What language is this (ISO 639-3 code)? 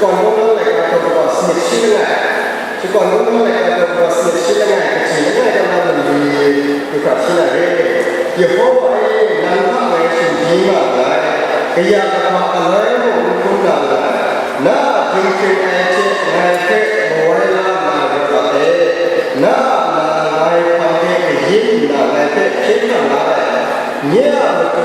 kac